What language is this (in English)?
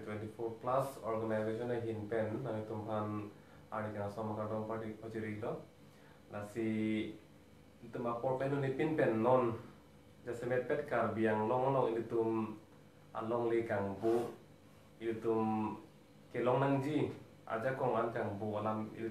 Karbi